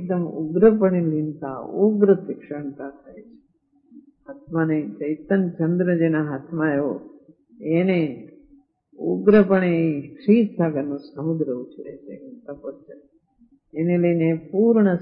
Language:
Gujarati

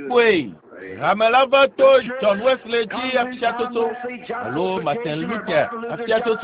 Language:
Ewe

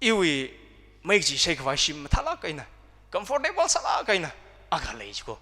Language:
Tangkhul Naga (India)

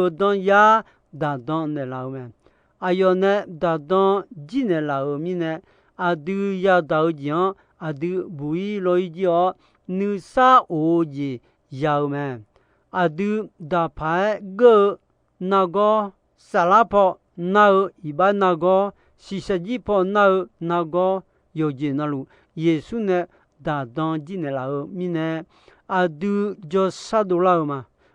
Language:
Akha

